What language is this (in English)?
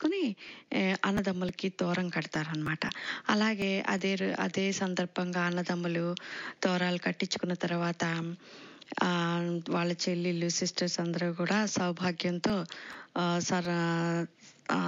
Telugu